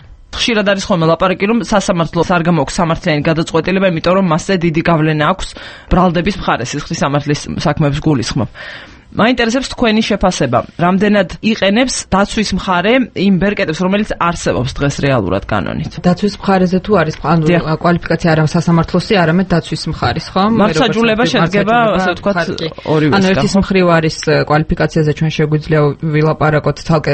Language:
Georgian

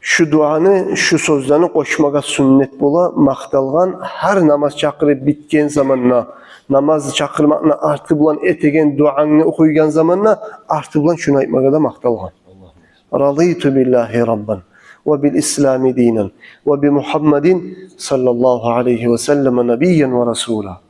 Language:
Kumyk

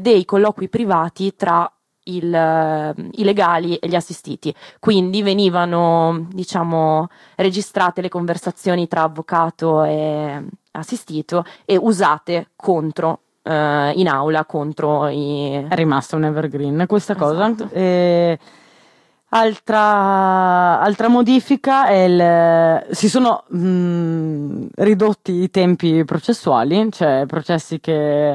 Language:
Italian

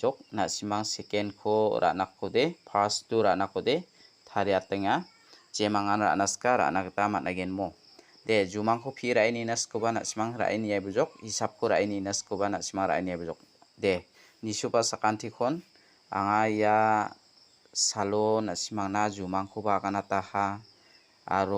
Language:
Garo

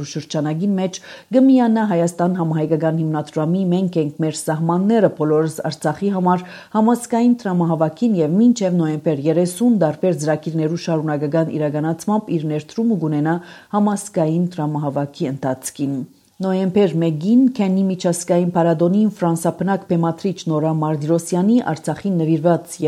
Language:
Armenian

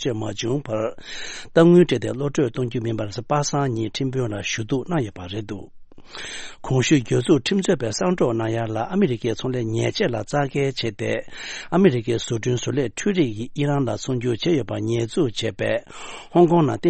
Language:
Tibetan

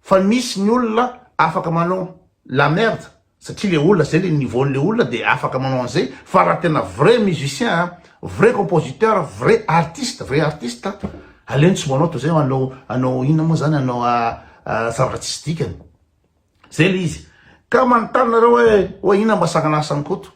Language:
Malagasy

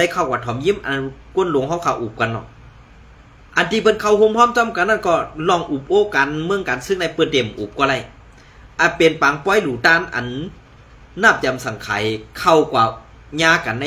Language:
Shan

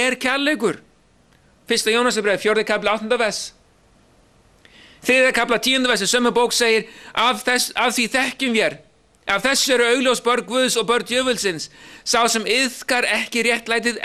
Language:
Icelandic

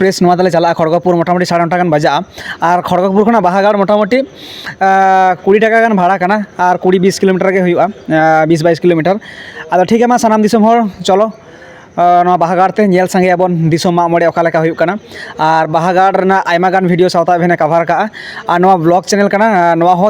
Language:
Santali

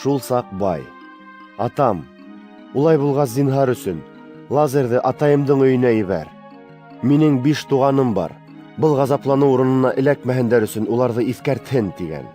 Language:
Bashkir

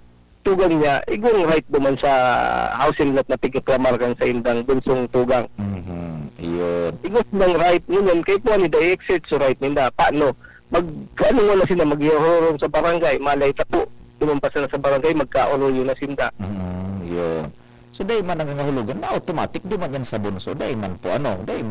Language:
Bikol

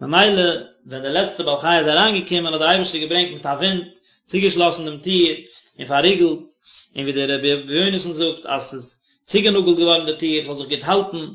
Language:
Yiddish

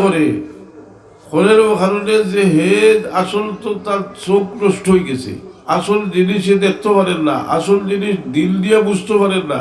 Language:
Sylheti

